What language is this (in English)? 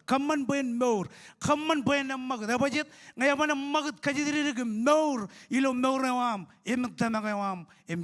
Marshallese